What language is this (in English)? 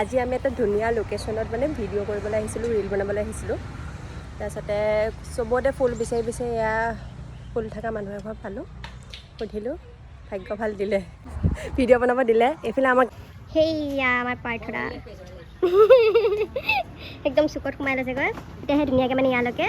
Assamese